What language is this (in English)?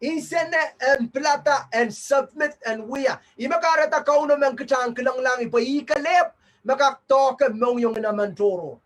Pohnpeian